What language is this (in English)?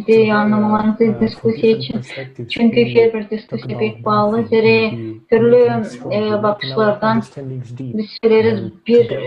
Gagauz